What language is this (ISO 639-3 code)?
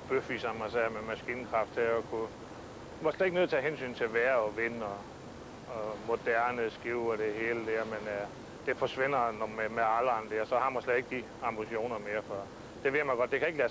dan